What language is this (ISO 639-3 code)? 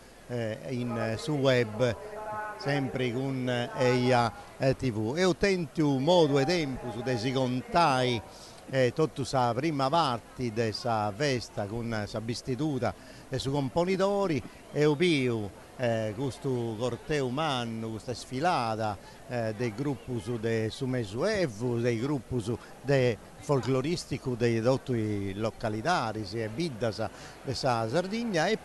srd